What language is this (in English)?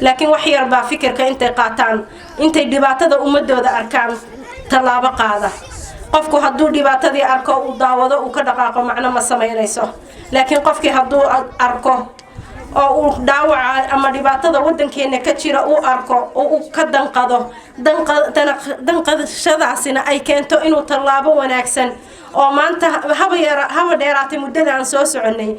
Somali